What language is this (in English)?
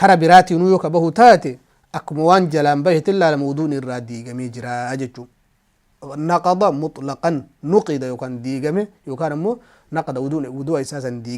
Oromo